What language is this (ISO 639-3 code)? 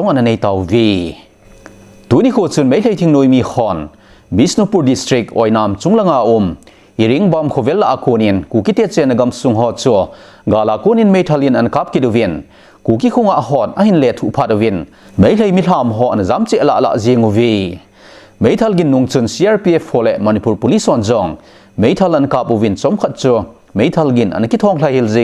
tcz